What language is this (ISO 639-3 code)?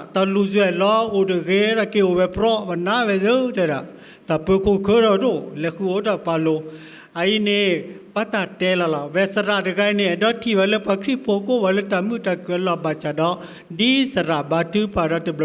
ksw